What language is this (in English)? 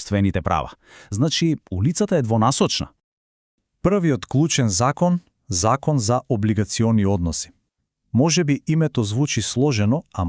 Macedonian